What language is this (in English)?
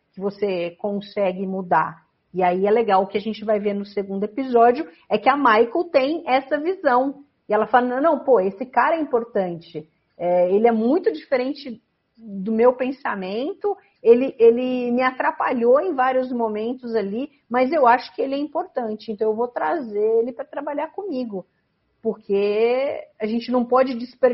Portuguese